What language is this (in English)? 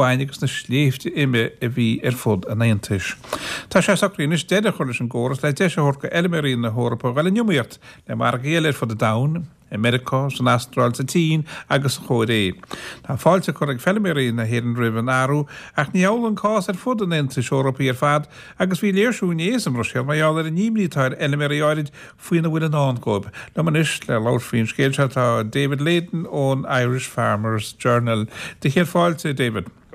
Irish